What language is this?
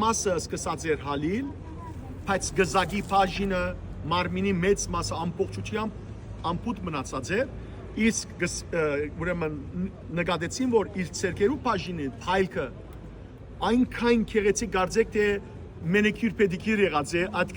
Western Armenian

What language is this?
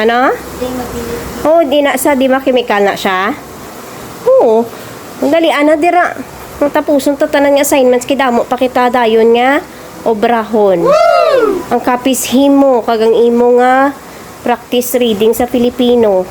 Hiligaynon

